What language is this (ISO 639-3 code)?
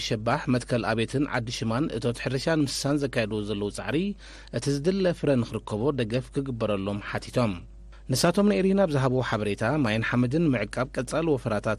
tir